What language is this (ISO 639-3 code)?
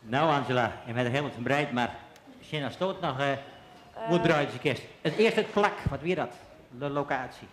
fry